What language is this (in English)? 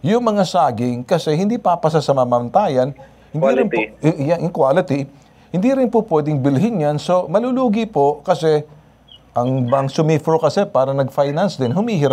Filipino